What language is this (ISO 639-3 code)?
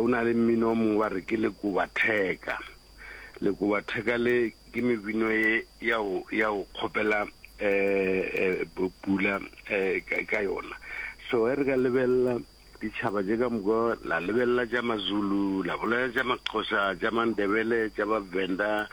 nso